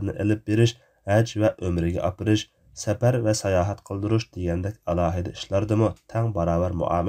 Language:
Uyghur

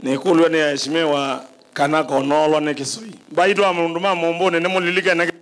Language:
Kamba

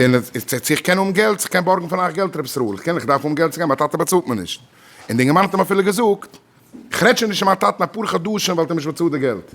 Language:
Yiddish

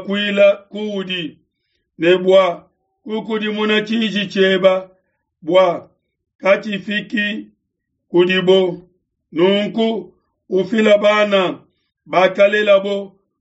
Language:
Luba-Lulua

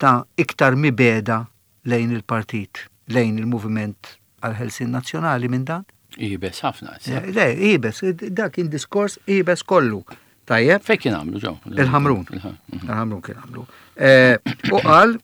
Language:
Maltese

